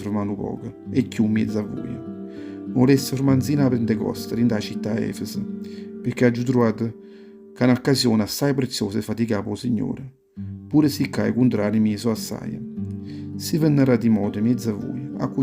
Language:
Neapolitan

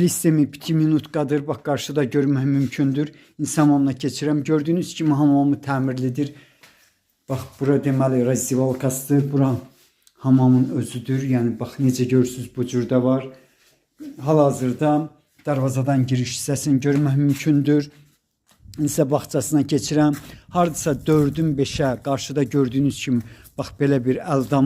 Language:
Azerbaijani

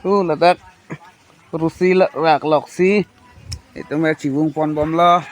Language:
Karbi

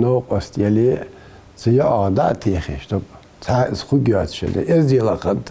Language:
Ingush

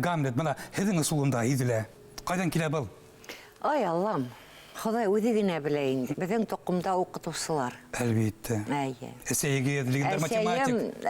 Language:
Bashkir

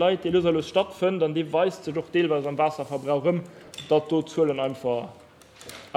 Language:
Luxembourgish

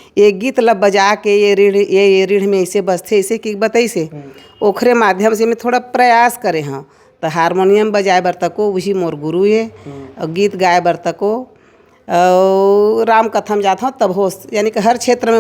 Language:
Chhattisgarhi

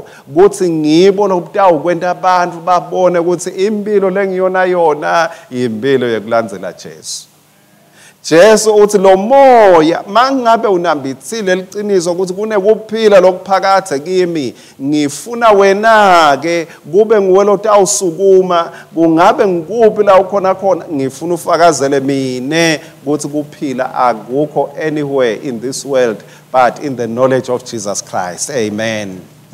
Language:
Swati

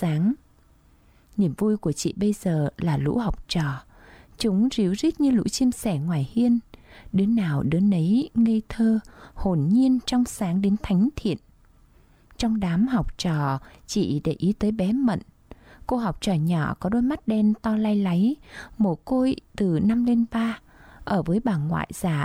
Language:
Vietnamese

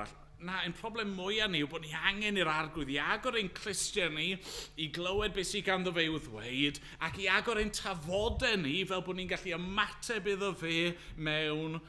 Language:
Welsh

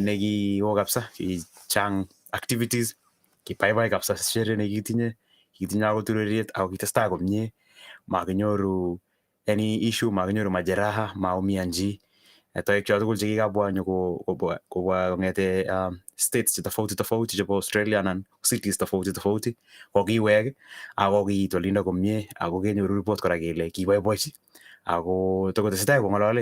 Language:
Kalenjin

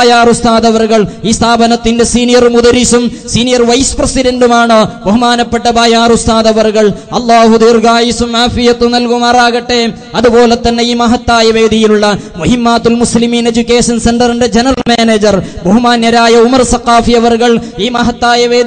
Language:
Malayalam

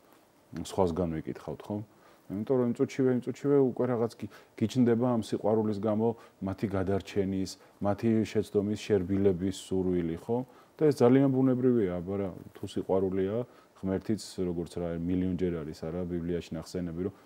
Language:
Georgian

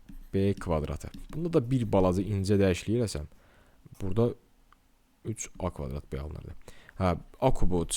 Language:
Azerbaijani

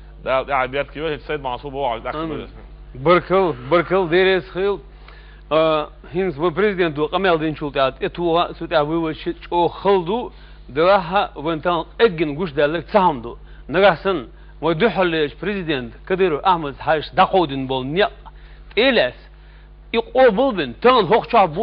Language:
Chechen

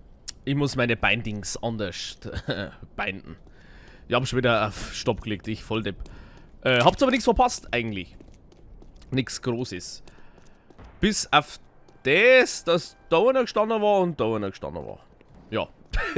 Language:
Bavarian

